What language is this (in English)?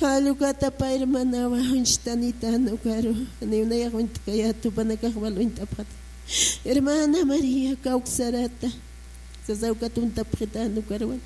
Aymara